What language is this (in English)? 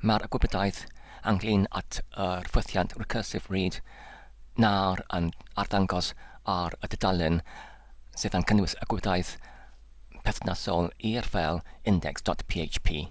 Welsh